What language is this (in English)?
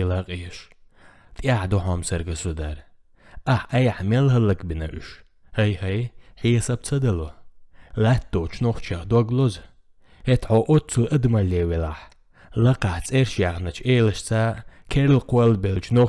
Chechen